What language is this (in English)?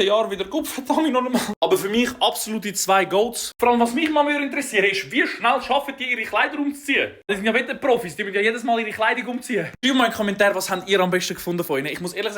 Swiss German